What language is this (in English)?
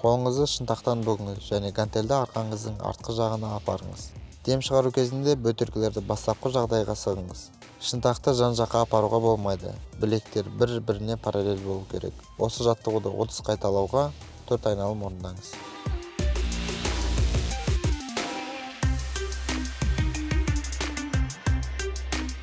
Kazakh